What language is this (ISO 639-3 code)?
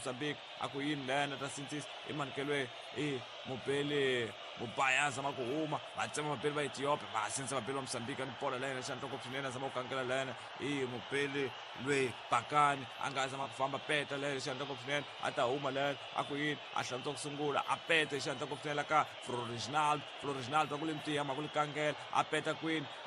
tso